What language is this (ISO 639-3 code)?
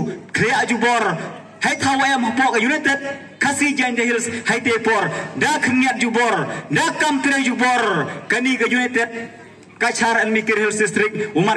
pbv